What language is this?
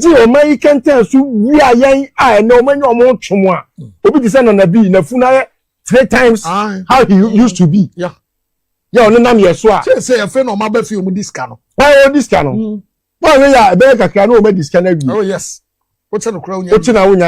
Akan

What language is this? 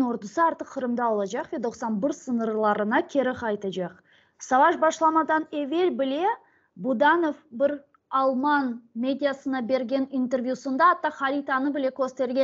Crimean Tatar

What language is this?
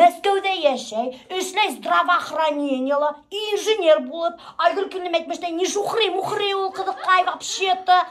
Bashkir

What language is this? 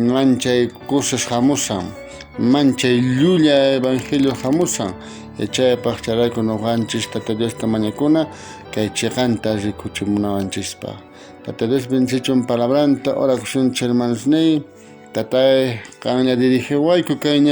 South Bolivian Quechua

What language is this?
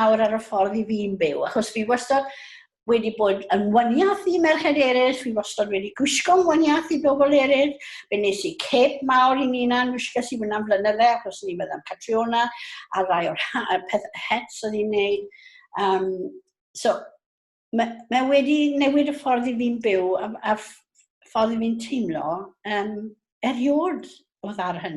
Welsh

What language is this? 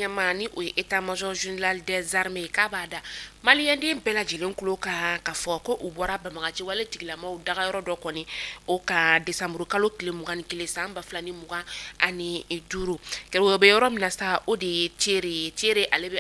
Bambara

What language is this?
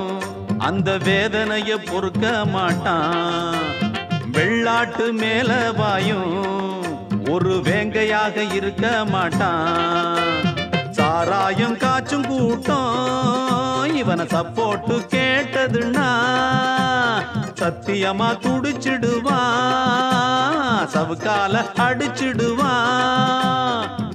Tamil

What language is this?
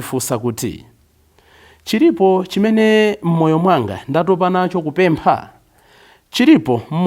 Nyanja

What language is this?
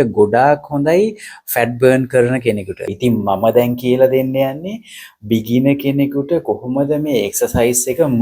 Sinhala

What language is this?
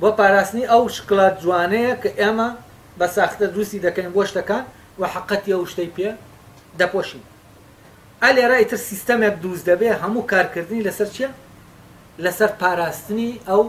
Central Kurdish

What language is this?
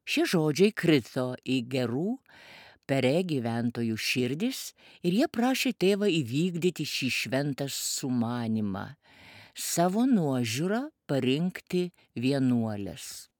Lithuanian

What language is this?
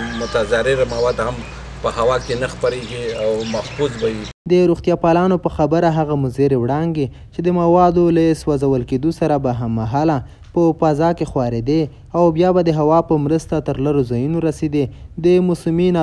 Pashto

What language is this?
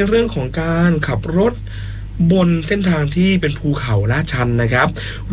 Thai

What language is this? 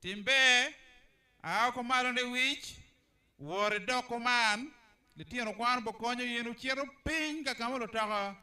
Acoli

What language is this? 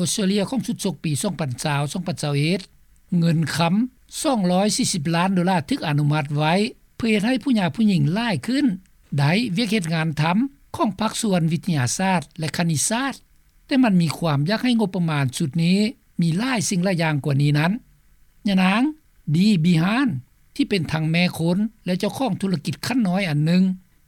Lao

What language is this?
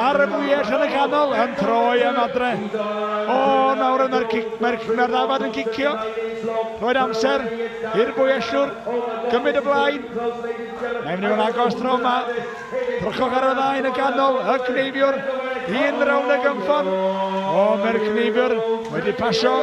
Welsh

